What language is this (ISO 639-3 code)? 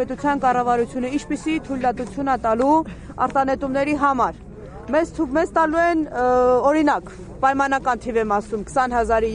hye